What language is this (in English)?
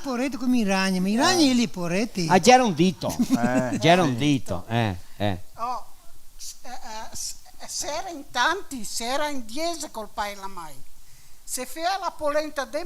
Venetian